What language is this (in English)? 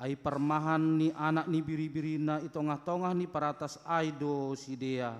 Batak Simalungun